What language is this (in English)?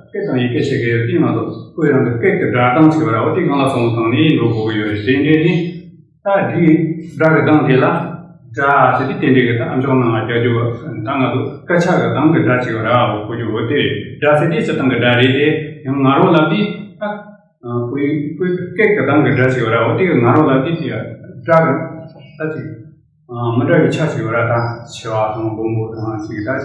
Tibetan